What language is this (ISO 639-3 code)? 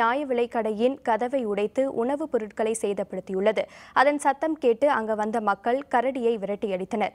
tam